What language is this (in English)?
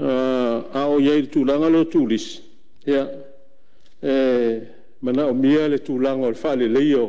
Samoan